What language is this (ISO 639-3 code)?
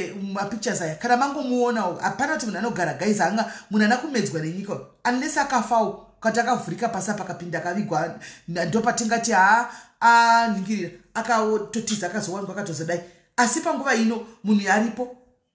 sna